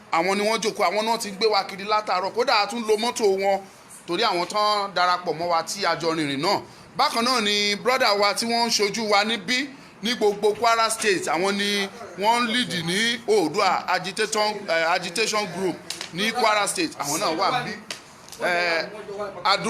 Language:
Yoruba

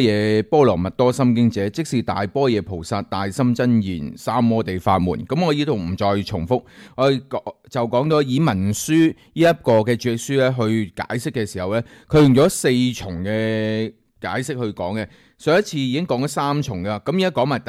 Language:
Cantonese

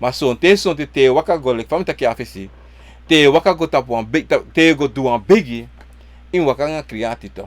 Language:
Sranan Tongo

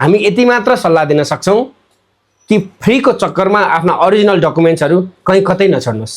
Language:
Nepali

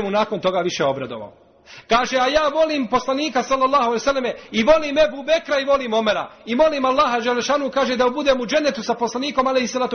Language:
Bosnian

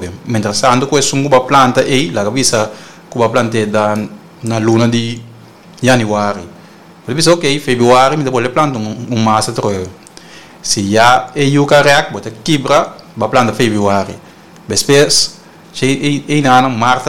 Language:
Papiamento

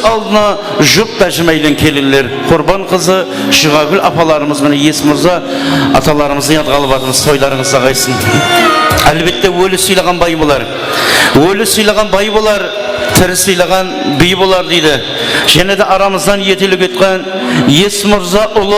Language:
Kara-Kalpak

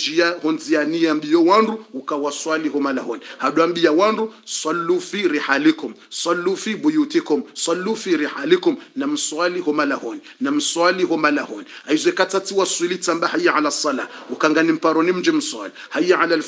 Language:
Swahili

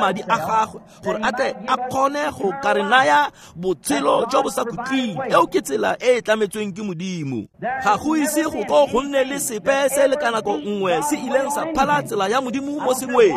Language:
Tswana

